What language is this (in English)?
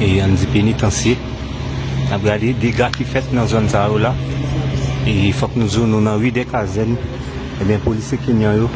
Haitian Creole